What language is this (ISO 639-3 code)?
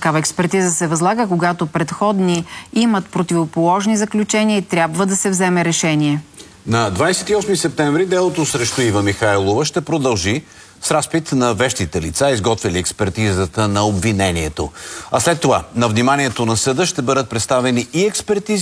bul